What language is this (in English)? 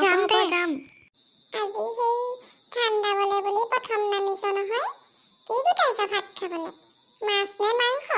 Assamese